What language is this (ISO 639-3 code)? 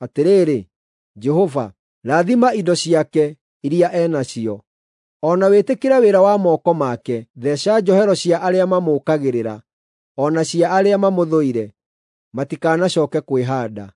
kik